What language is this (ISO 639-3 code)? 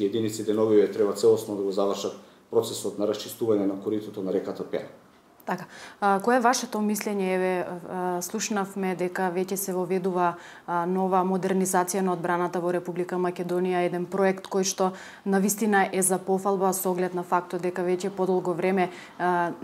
mkd